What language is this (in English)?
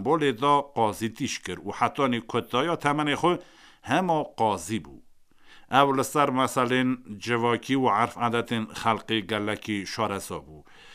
Kurdish